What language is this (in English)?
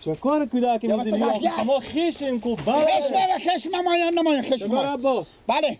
Persian